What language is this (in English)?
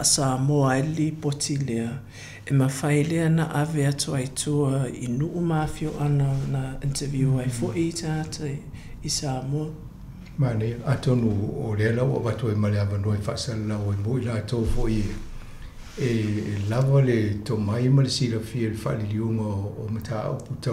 Samoan